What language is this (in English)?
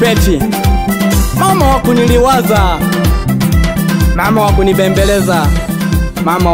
Swahili